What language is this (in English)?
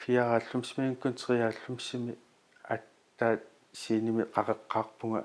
Kalaallisut